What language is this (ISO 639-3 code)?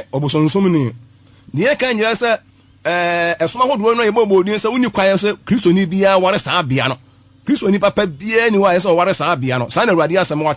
aka